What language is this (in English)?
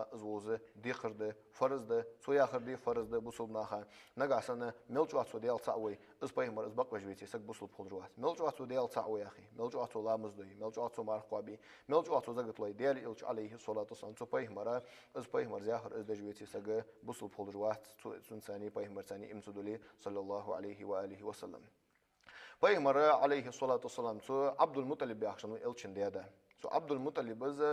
Ingush